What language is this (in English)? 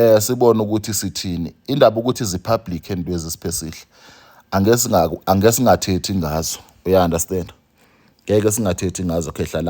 Zulu